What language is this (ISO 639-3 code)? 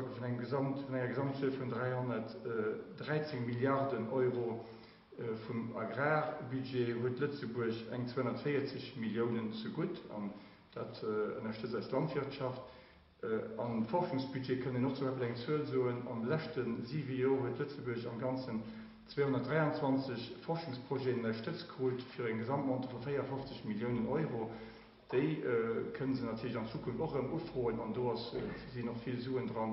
ltz